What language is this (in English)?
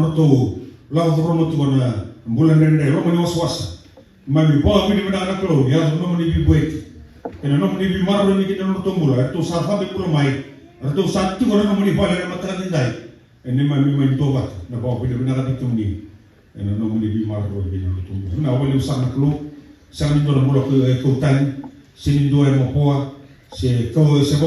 Fijian